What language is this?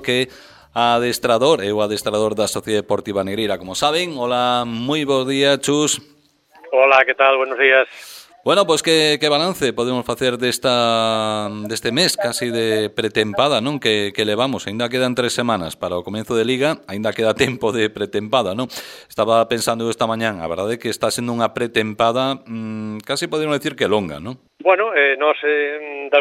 Galician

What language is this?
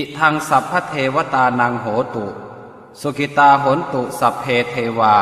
Pali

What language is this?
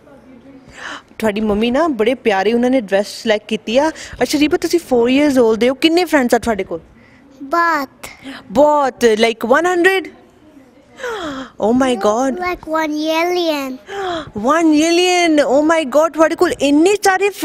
Punjabi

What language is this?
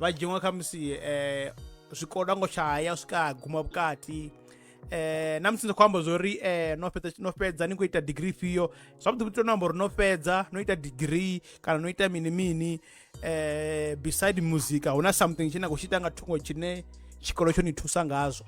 Venda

